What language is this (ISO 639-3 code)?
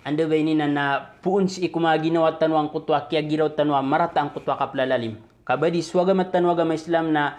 mrw